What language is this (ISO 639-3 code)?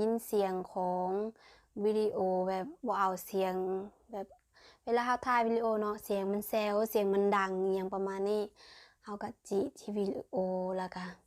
lao